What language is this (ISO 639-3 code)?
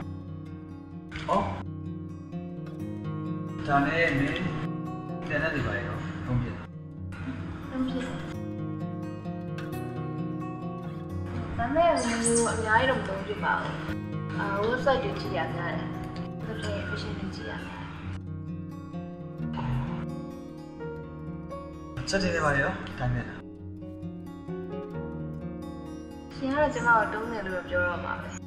mya